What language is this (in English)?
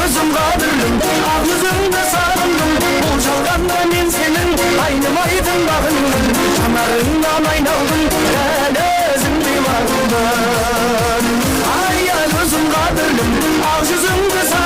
Kara-Kalpak